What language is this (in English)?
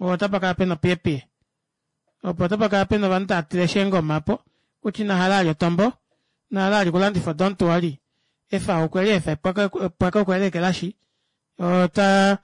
Kuanyama